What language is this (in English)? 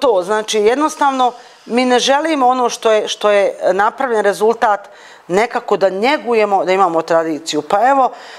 Bosnian